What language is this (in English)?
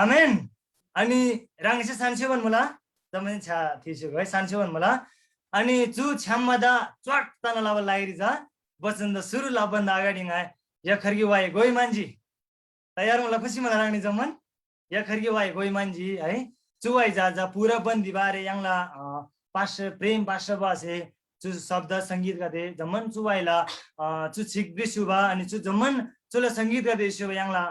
Eastern Tamang